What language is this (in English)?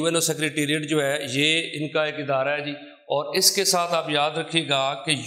Urdu